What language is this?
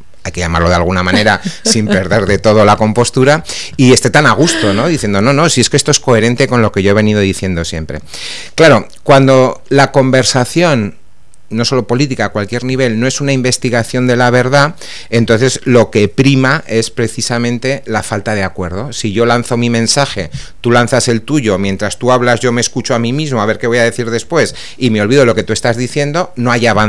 Spanish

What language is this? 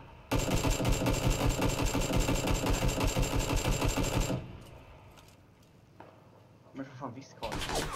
Swedish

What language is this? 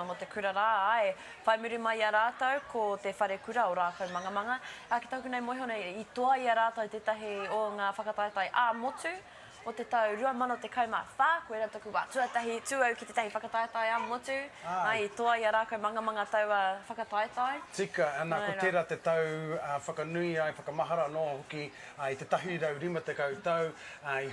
Māori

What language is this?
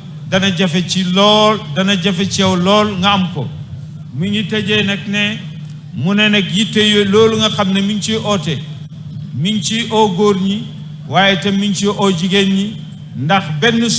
Wolof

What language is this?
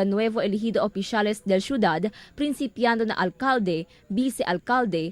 Chavacano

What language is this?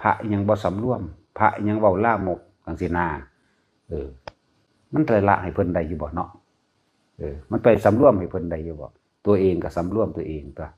Northeastern Thai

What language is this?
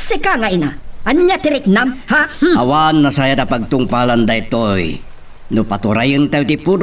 Iloko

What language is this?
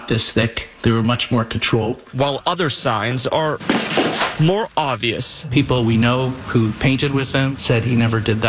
English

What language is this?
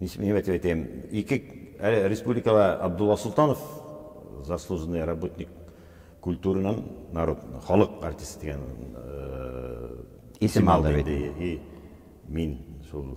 Bashkir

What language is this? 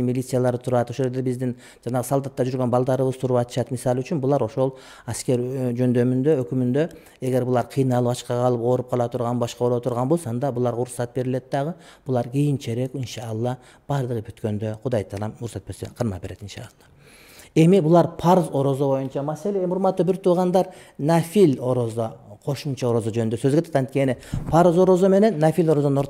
Kyrgyz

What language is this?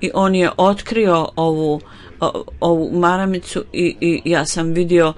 Bosnian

